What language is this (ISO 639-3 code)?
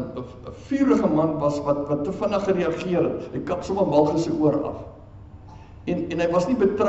afr